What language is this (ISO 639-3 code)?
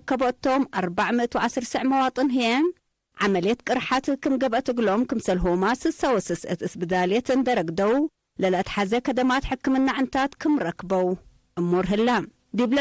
tig